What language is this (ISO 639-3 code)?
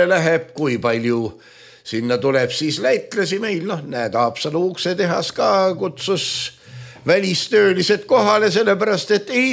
est